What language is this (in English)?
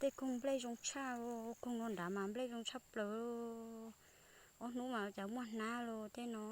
Hmong